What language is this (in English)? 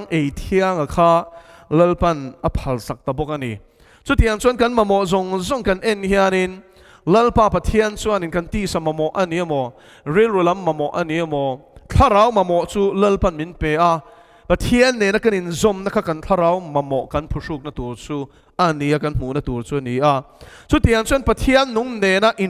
Mizo